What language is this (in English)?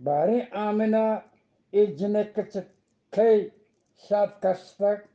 Eastern Balochi